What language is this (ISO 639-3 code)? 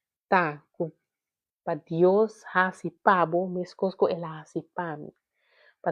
pap